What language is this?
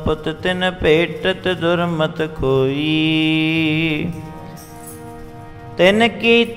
Punjabi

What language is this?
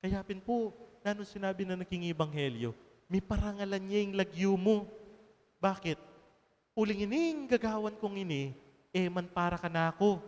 Pampanga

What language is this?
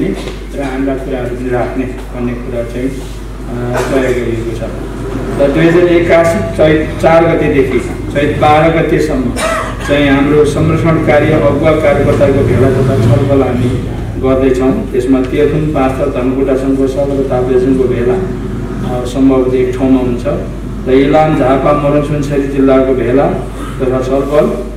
Nepali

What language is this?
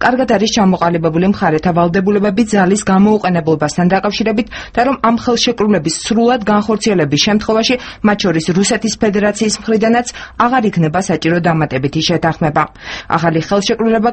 Georgian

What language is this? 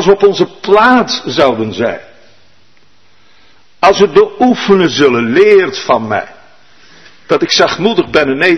Dutch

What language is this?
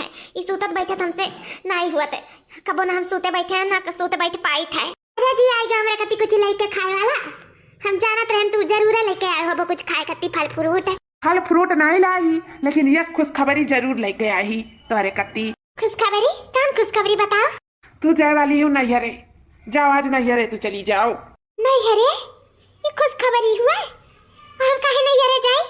Awadhi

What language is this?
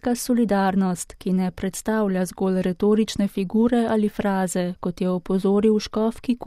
Slovenian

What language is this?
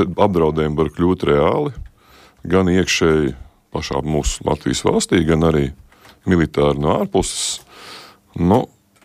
Latvian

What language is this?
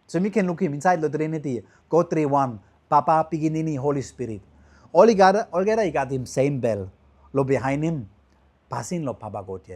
Tok Pisin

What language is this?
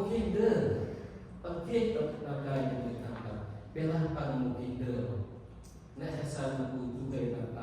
Central Mnong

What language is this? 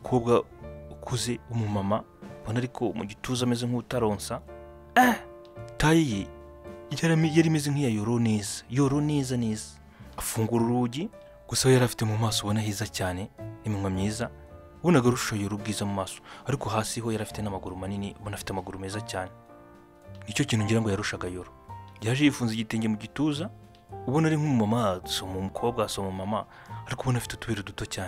Kinyarwanda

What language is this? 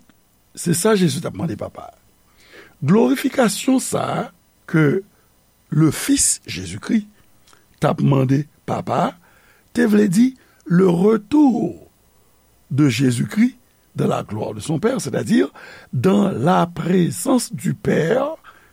Haitian Creole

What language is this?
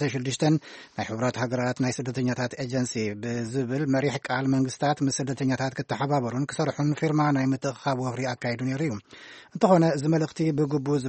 Tigrinya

